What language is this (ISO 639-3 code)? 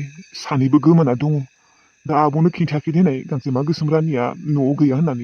brx